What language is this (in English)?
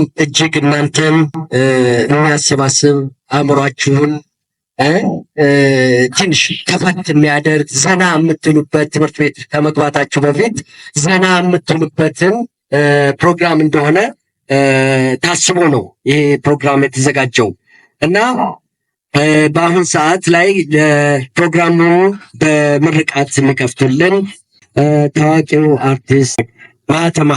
Amharic